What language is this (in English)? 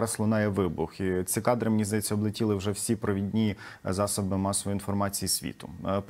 Ukrainian